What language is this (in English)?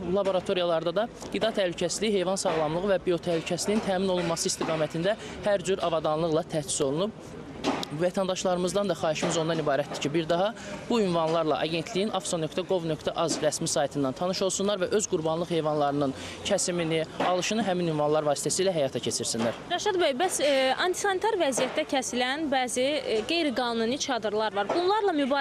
Azerbaijani